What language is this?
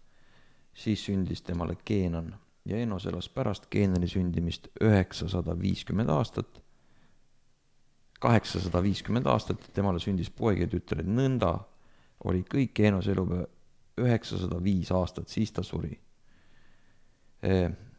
Estonian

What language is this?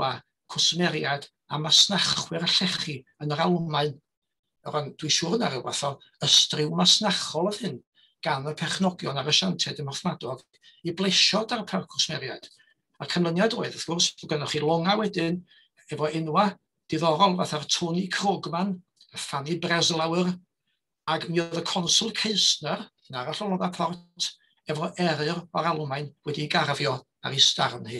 Welsh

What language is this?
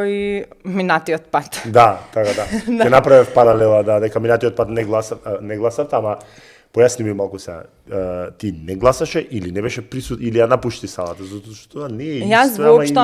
Macedonian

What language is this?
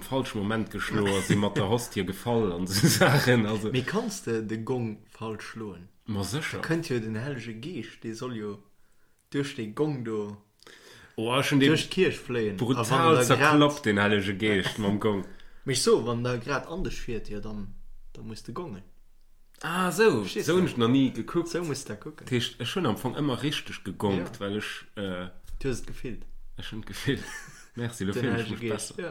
Luxembourgish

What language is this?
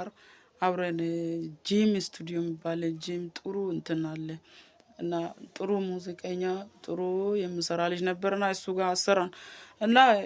Amharic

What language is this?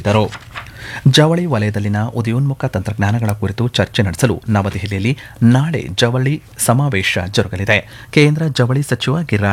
Kannada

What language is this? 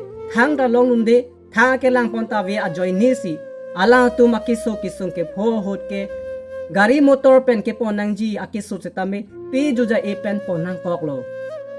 Karbi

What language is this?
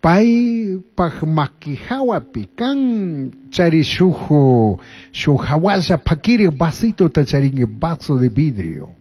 Chimborazo Highland Quichua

